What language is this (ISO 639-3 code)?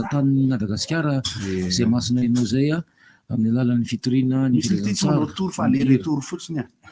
mlg